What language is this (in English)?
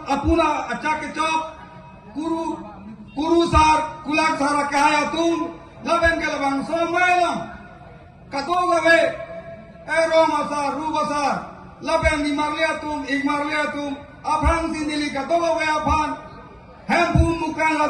Karbi